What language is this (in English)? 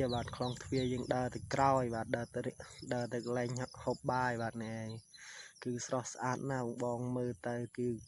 Khmer